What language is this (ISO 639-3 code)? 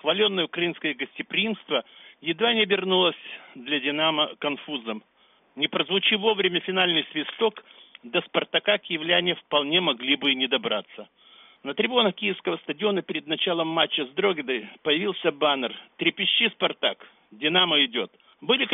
rus